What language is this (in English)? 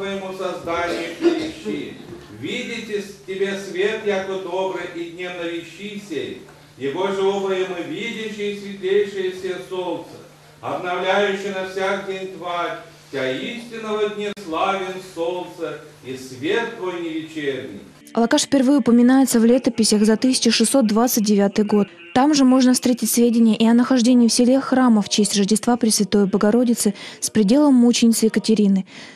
Russian